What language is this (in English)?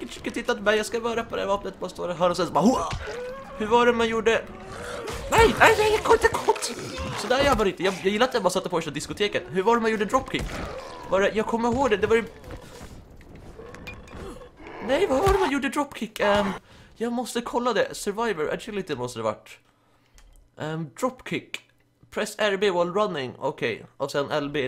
Swedish